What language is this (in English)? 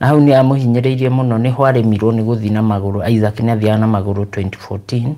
Kikuyu